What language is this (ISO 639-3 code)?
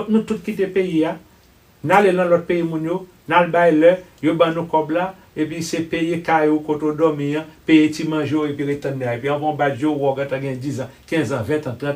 hat